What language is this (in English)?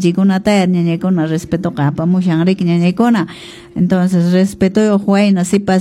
Quechua